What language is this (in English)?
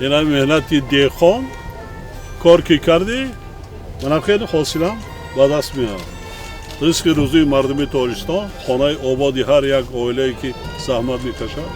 Tajik